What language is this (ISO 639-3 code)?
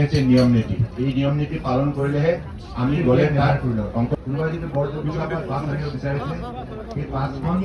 asm